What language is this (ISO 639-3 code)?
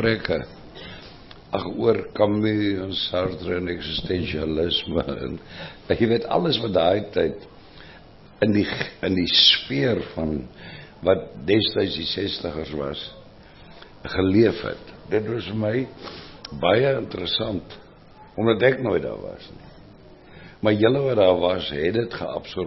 afr